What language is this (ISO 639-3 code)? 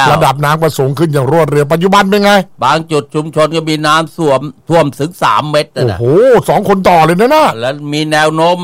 tha